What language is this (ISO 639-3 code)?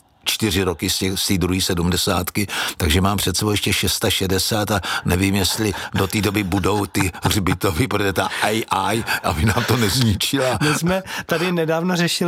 ces